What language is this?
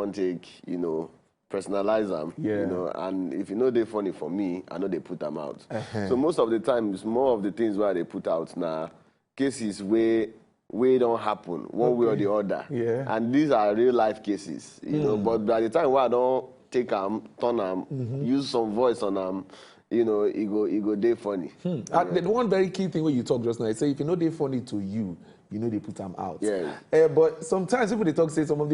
Nigerian Pidgin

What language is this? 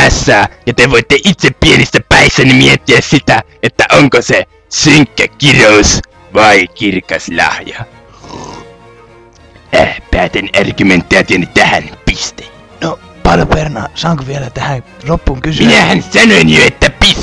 Finnish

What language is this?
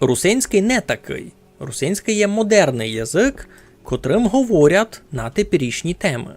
Rusyn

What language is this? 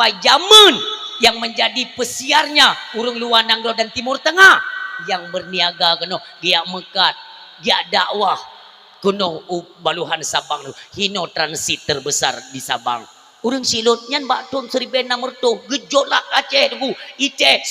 Achinese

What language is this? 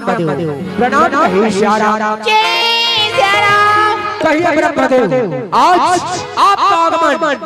Chhattisgarhi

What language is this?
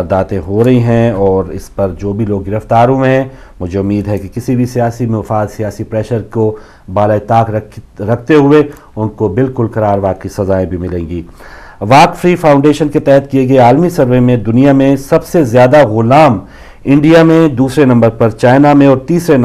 Urdu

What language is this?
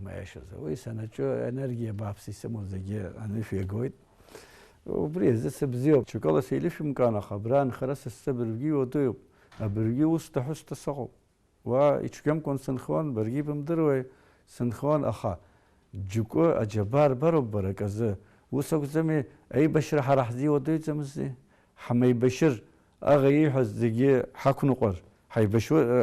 Abkhazian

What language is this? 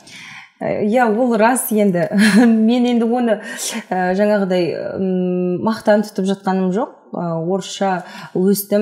Kazakh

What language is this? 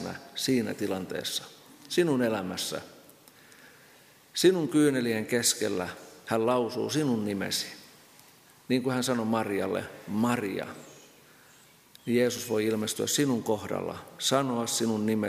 Finnish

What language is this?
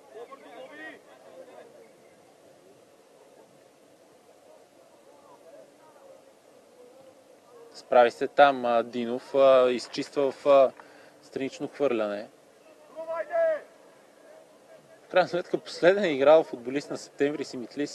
Bulgarian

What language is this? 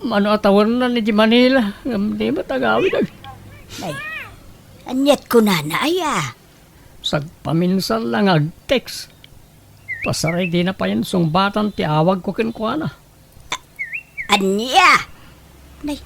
Iloko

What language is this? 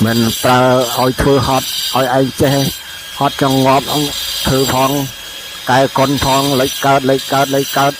Khmer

